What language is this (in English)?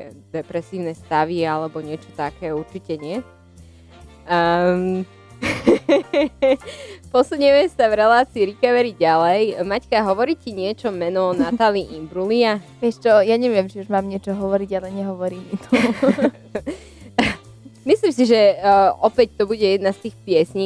Slovak